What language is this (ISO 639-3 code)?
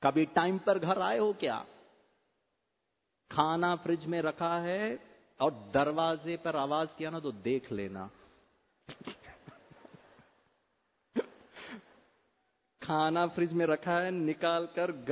hin